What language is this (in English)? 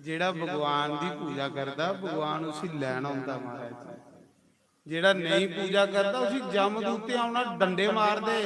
Dogri